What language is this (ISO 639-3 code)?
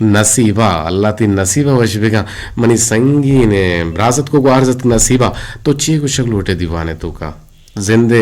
bgp